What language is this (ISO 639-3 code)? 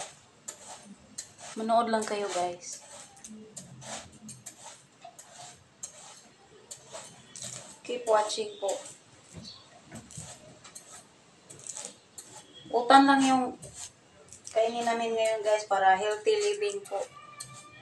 fil